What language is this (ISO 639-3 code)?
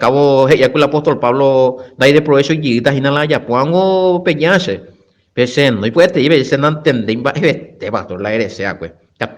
grn